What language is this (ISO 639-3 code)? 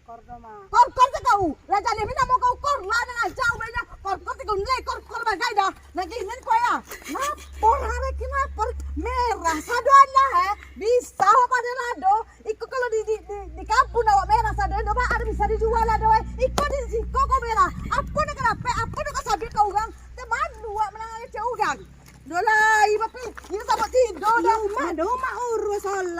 min